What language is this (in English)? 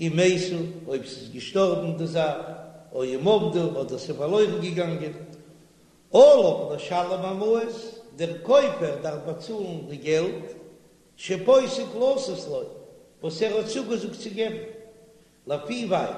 Yiddish